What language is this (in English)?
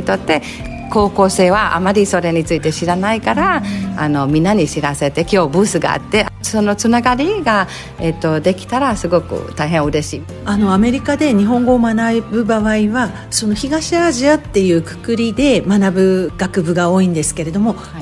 Japanese